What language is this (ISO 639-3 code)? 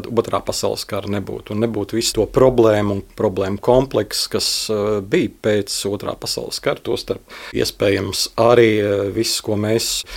lav